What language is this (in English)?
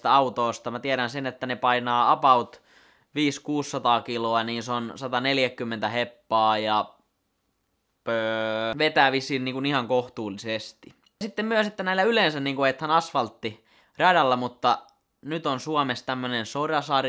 Finnish